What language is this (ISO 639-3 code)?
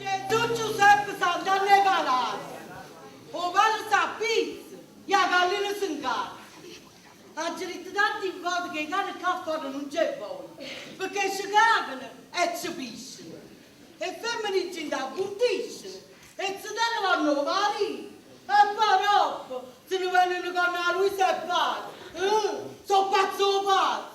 nap